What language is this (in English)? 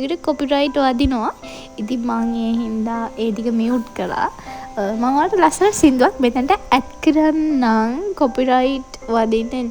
Sinhala